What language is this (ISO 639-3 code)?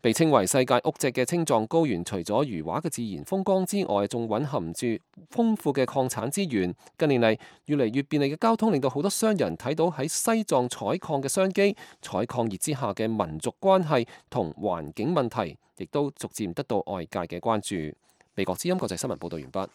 yue